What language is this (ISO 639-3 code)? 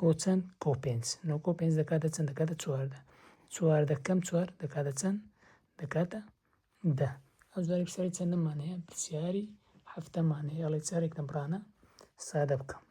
ckb